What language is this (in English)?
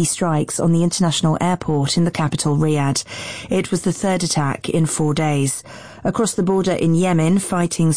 English